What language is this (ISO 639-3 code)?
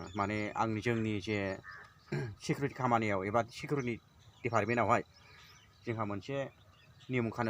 brx